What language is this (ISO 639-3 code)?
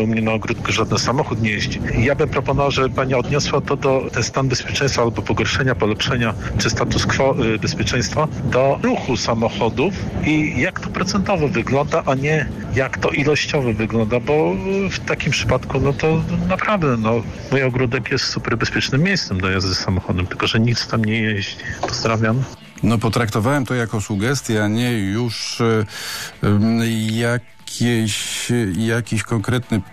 pol